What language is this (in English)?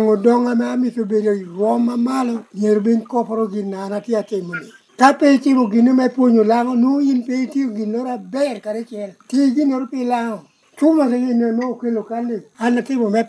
Lango (Uganda)